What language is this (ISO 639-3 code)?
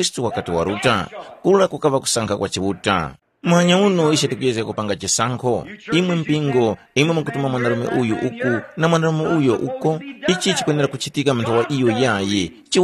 tum